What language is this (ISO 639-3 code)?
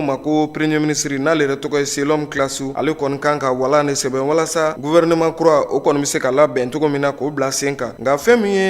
bam